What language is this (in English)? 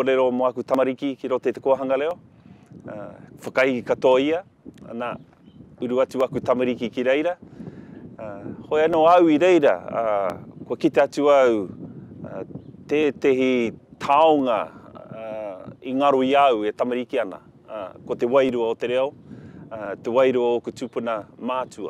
Māori